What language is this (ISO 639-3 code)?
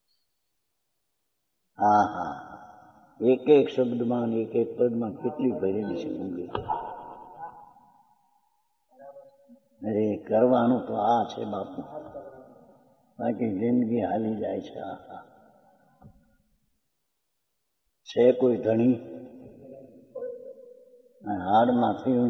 guj